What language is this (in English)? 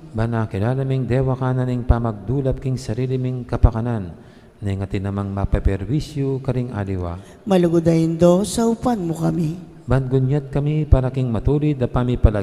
Pampanga